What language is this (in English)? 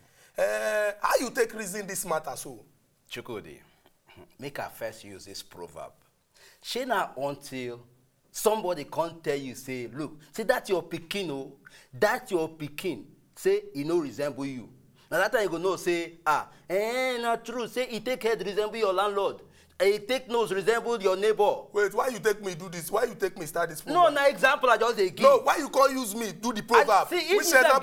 Nigerian Pidgin